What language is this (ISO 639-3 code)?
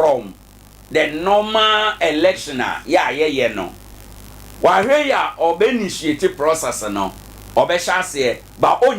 aka